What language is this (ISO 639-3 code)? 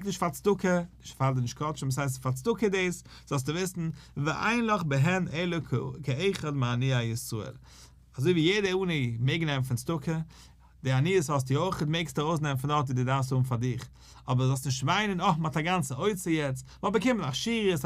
yid